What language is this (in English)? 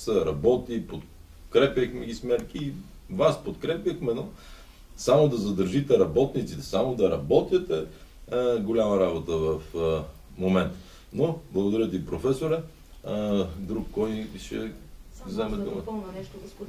Bulgarian